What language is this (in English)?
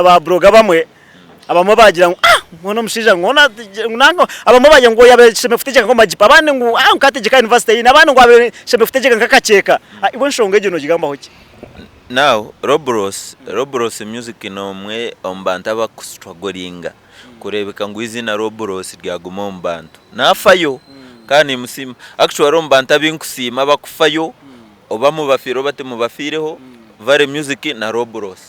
Nyankole